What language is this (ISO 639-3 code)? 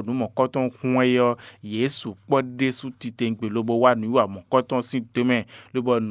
fon